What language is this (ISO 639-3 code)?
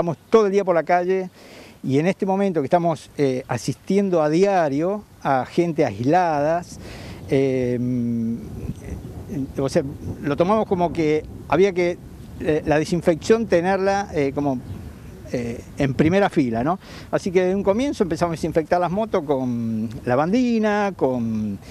spa